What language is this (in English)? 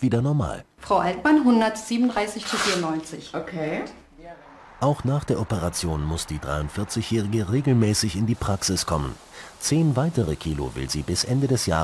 German